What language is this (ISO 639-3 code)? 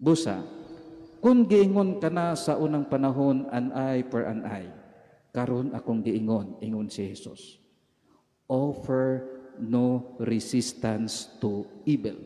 ceb